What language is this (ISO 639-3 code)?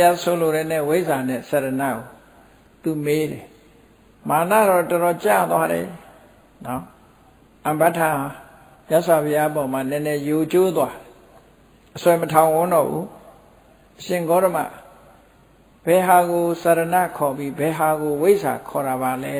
mya